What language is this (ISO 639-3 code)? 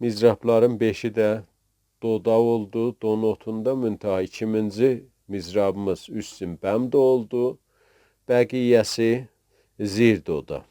azb